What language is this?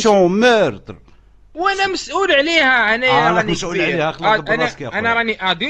Algerian Arabic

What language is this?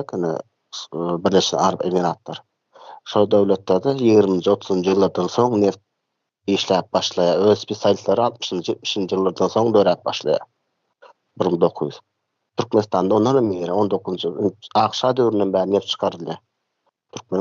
Turkmen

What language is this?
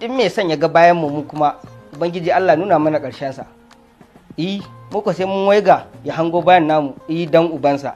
Hausa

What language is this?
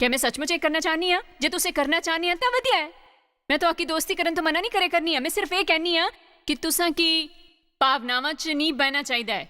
Dogri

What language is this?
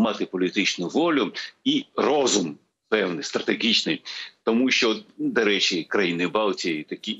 Ukrainian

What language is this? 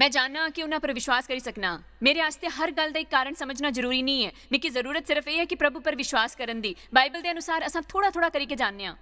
Dogri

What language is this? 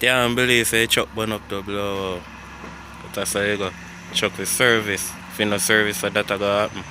Jamaican Creole English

